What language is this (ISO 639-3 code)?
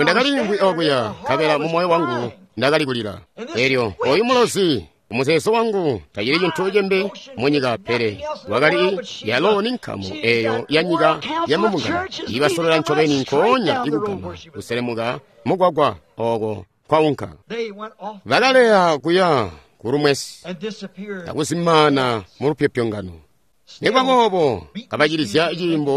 toi